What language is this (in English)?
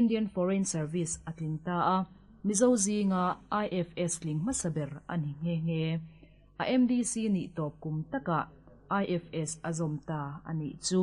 Mizo